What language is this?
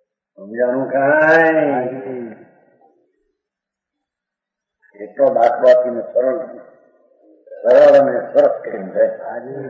Gujarati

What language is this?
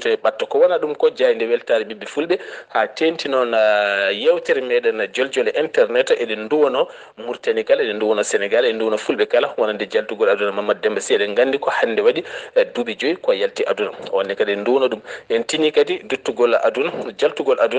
Fula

